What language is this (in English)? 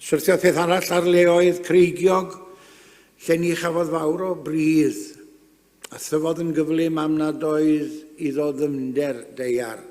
Welsh